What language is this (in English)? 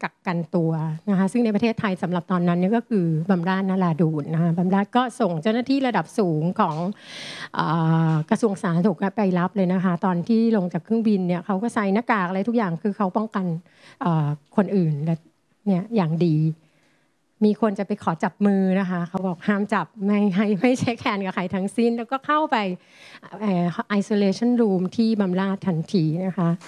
Thai